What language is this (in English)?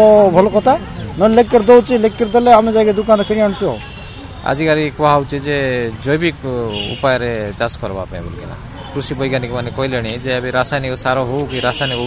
Odia